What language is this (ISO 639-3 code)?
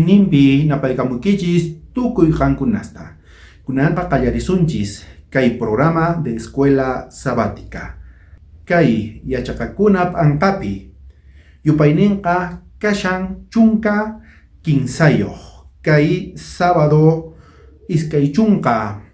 quh